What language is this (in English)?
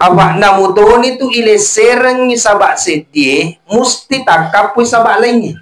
Buginese